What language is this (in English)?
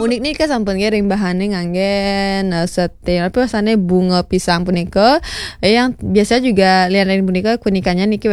Balinese